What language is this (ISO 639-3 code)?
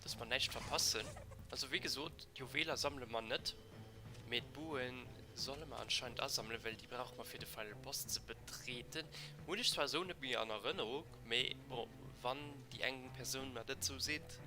ltz